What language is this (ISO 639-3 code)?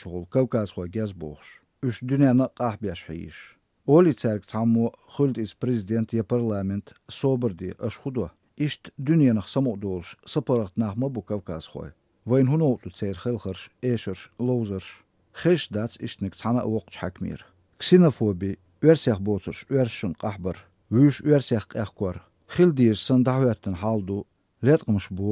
che